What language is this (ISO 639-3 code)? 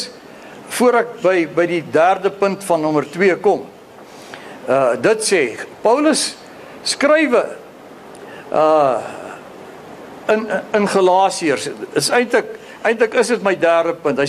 afr